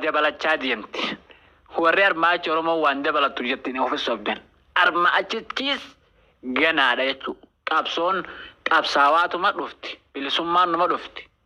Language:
Oromo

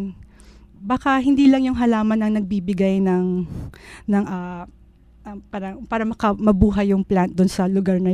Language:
Filipino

